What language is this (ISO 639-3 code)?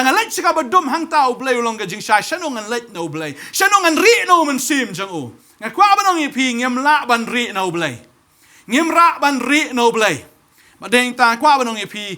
kha